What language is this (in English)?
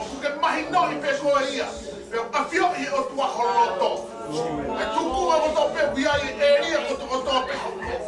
Tongan